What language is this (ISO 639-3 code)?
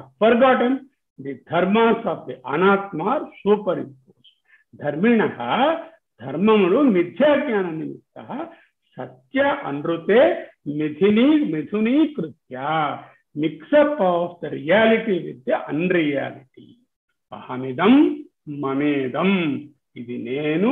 tel